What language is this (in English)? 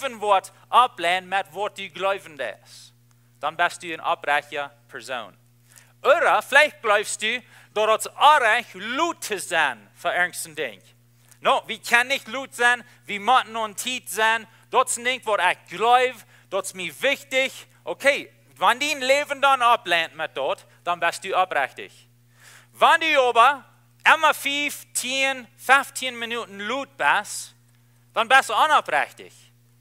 Plautdietsch